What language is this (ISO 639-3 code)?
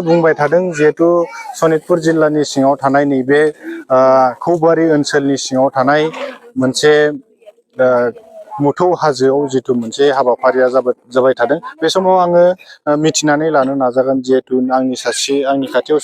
brx